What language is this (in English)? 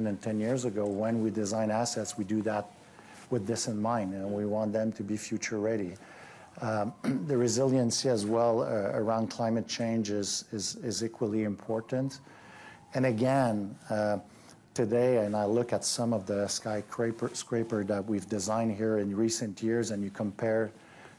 English